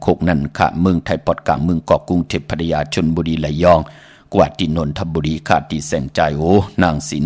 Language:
Shan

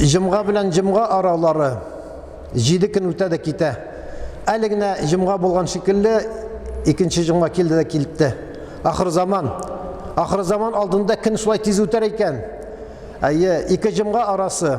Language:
Tatar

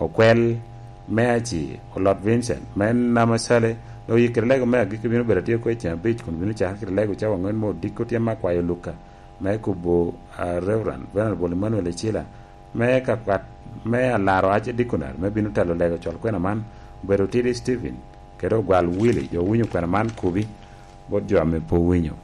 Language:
Lango (Uganda)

